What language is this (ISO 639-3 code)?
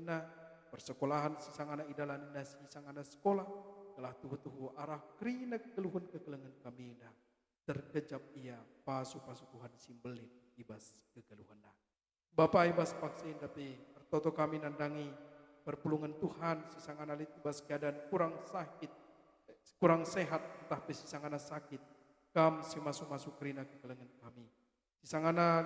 btx